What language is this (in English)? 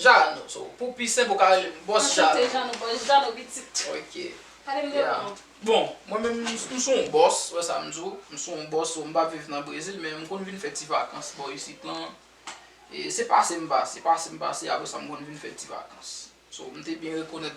Haitian Creole